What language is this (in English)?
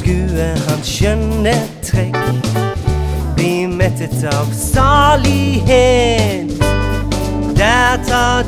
Norwegian